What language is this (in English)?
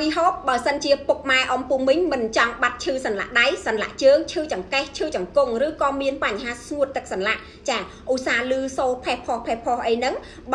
Khmer